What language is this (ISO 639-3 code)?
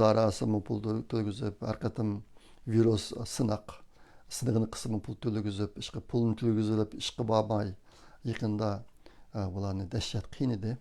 uig